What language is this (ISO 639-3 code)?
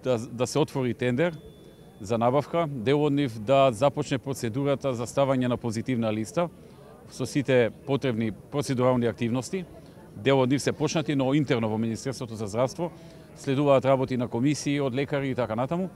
mkd